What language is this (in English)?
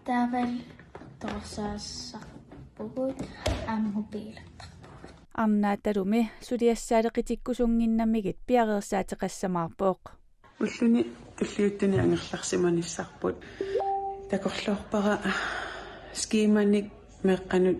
Kalaallisut